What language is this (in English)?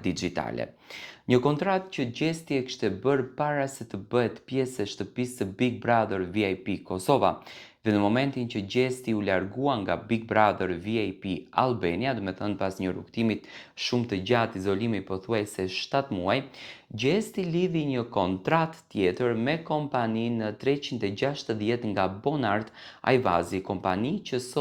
Albanian